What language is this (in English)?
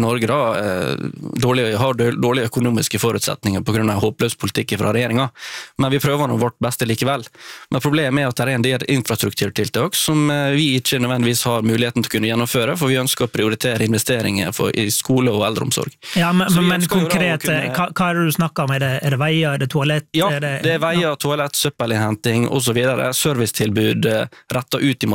Norwegian